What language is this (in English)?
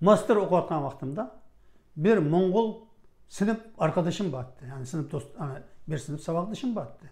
Uyghur